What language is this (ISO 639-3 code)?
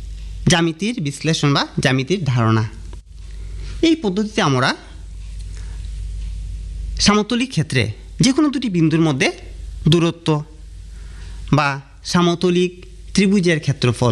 ben